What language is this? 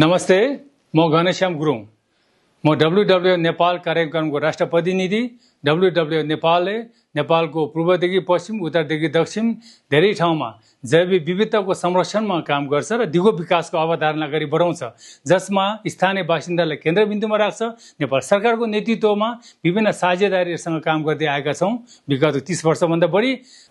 Nepali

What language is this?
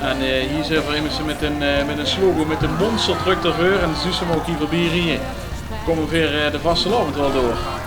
Limburgish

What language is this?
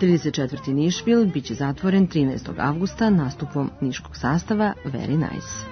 Serbian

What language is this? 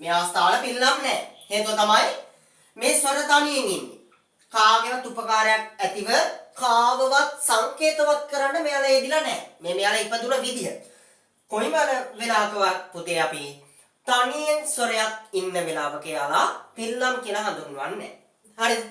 Sinhala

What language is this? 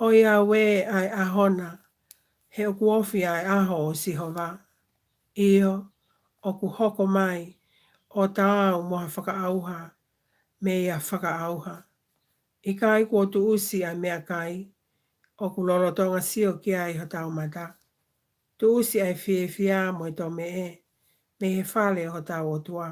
Tongan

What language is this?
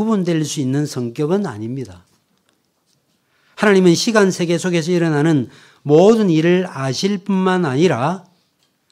Korean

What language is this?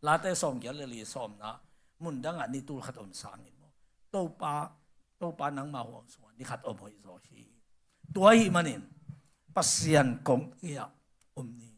Tedim Chin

